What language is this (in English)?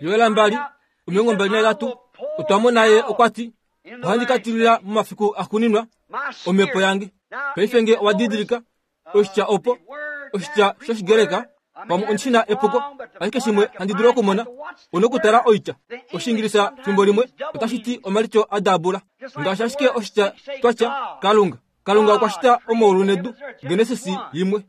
Kuanyama